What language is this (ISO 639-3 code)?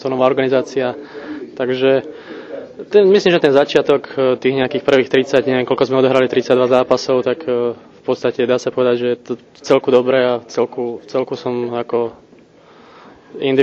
slk